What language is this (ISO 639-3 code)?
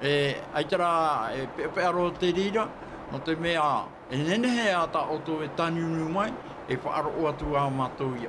tah